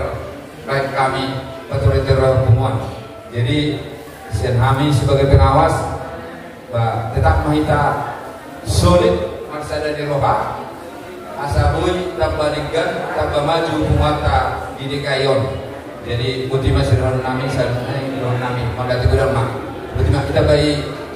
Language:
Batak Toba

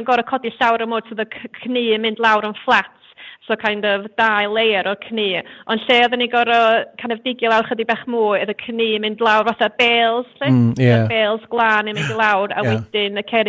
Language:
Welsh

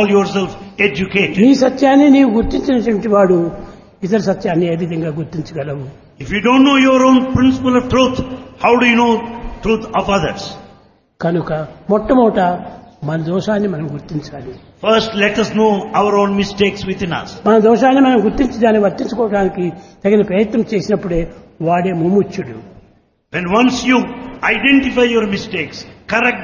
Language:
Telugu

